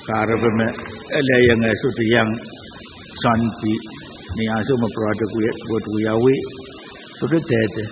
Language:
Pohnpeian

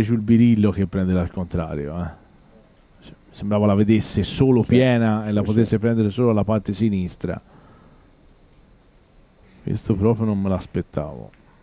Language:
Italian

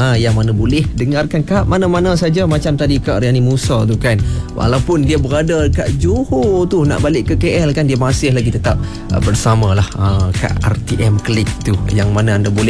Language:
Malay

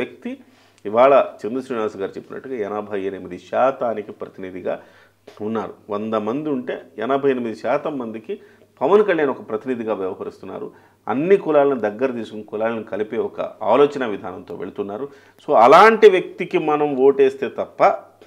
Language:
Telugu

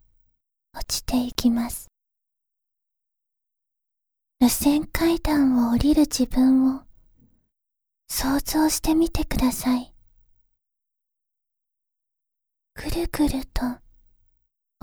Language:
Japanese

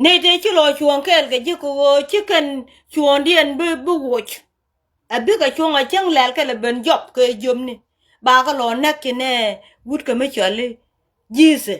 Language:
Nuer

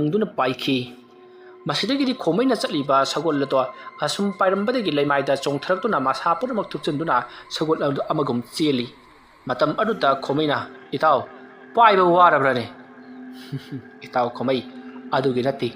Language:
Manipuri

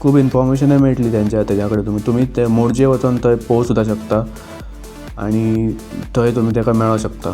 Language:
Konkani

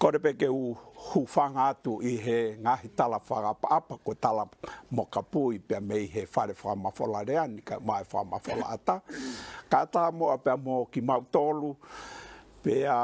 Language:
Tongan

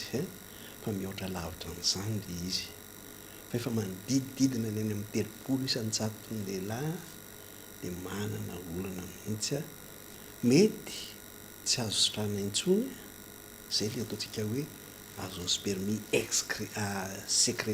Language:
Malagasy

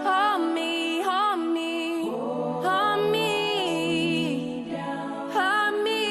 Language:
Poumei Naga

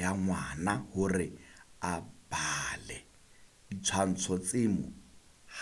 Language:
Southern Sotho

